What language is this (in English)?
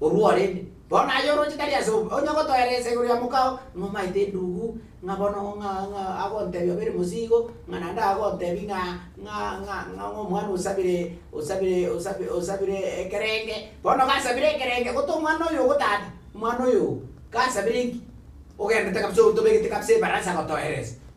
Gusii